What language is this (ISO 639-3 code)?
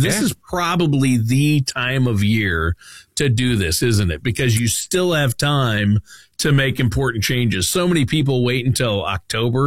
eng